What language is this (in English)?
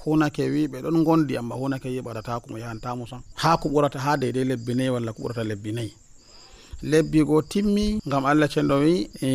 Nigerian Fulfulde